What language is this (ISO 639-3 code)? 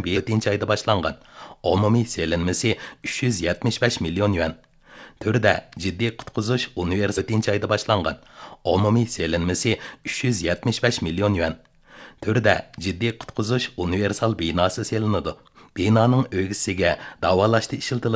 uig